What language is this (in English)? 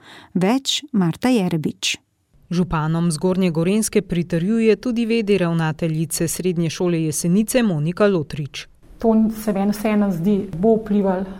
Slovenian